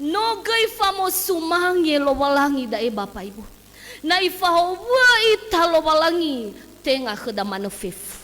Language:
Nias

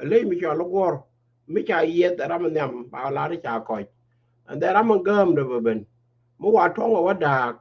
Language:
Nuer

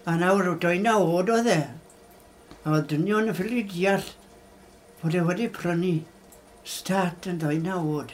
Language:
Welsh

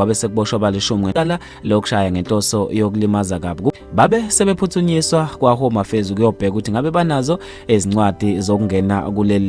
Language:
Zulu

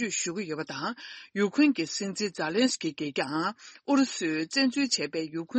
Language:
Tibetan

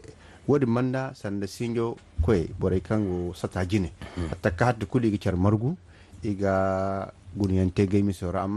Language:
Zarma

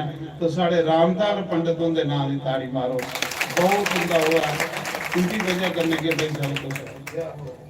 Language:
Dogri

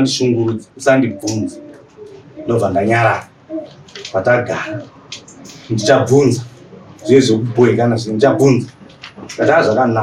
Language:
Shona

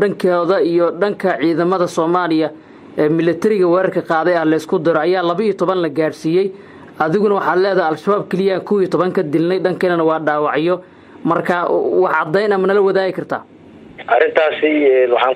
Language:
Somali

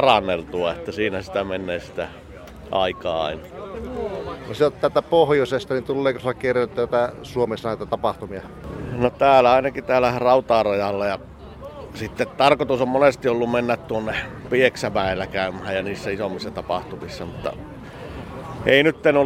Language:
Finnish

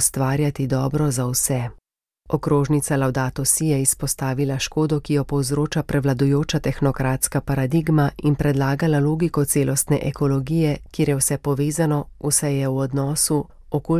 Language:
Slovenian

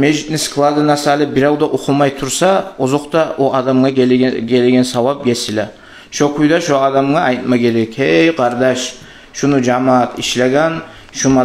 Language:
Kumyk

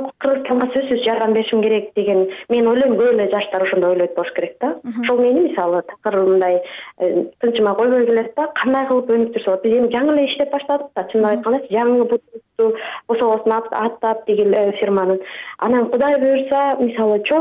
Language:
Kyrgyz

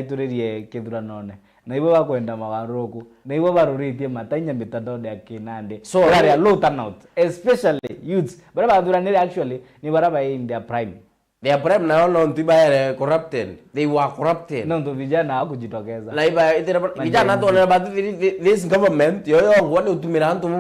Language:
Meru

